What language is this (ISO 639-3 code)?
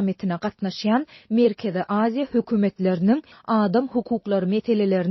tuk